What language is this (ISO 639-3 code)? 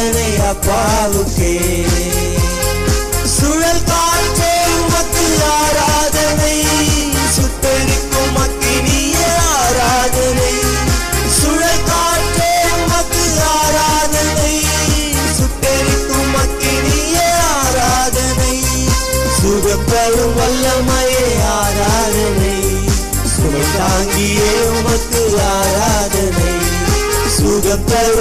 tam